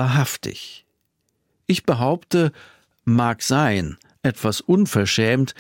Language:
German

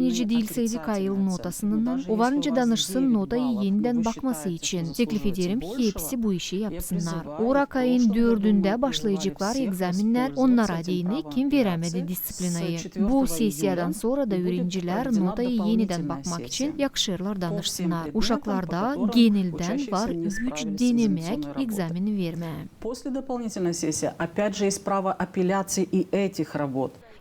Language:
Gagauz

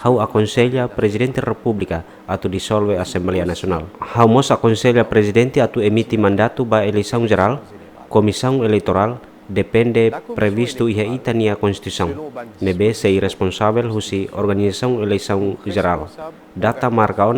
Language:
Tetum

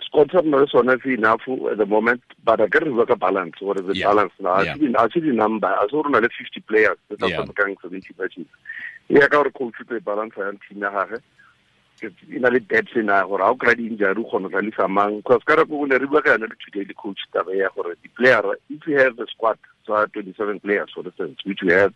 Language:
Tswana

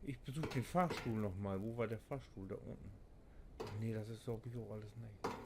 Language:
Low German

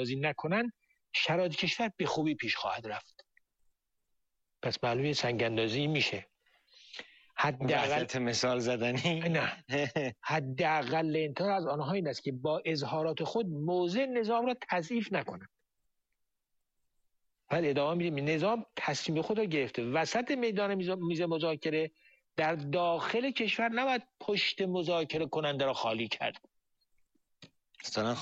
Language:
Persian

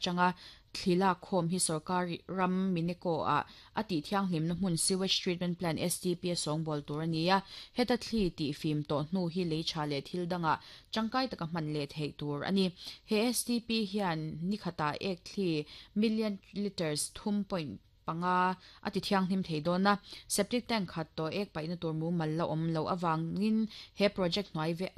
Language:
Mizo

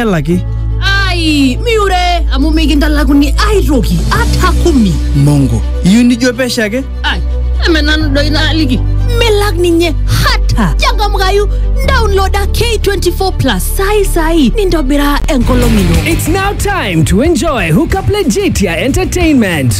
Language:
Masai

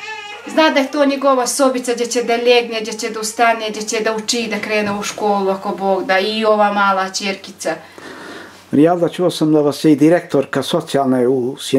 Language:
Bosnian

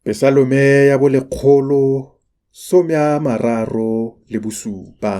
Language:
Tswana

